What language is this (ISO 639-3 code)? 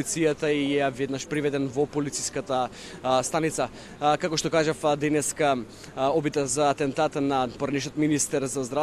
mkd